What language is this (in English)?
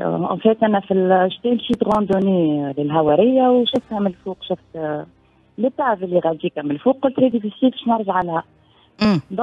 Tunisian Arabic